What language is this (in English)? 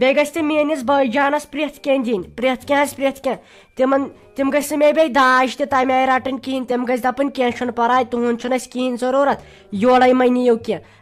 Kashmiri